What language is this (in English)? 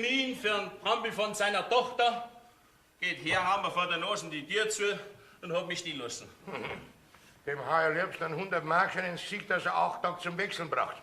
Bavarian